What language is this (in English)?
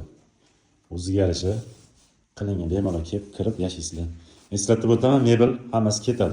Uzbek